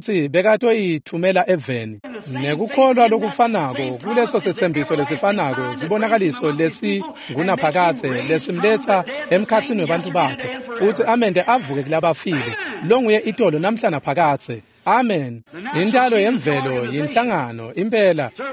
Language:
Swati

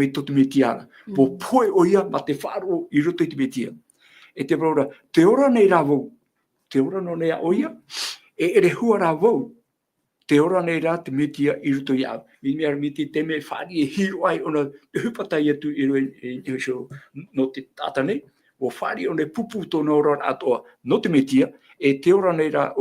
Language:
Tahitian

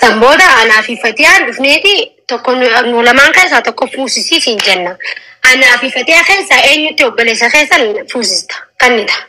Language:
Oromo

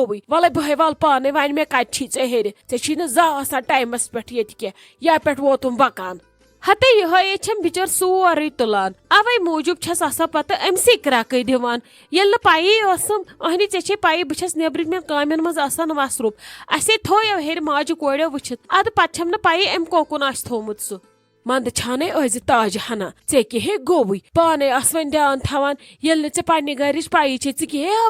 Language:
Kashmiri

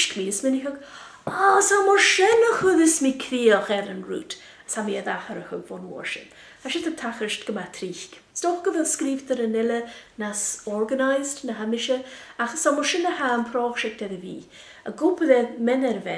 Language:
Scottish Gaelic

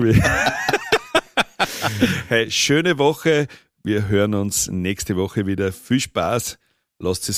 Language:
German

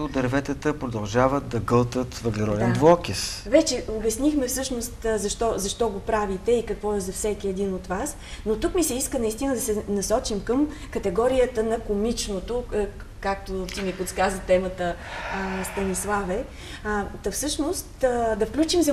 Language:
Bulgarian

